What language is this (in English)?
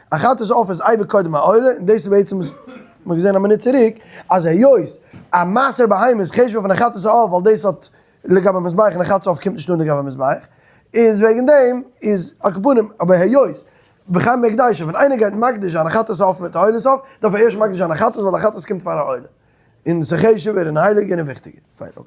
Yiddish